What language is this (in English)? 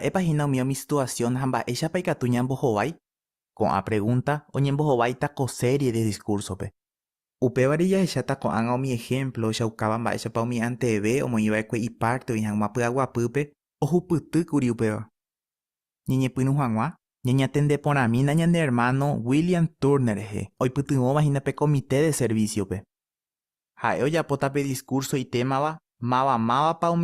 Guarani